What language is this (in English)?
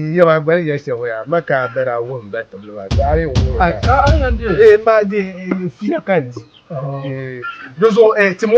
Dagbani